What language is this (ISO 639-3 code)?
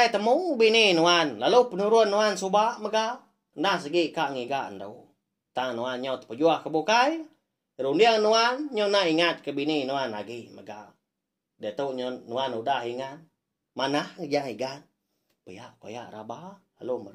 iba